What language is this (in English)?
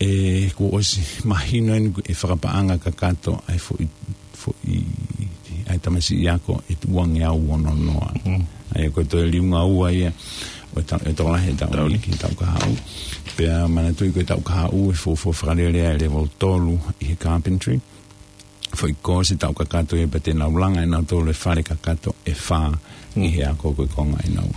Tongan